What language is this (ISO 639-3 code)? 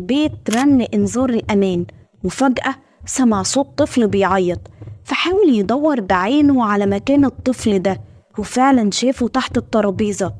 arz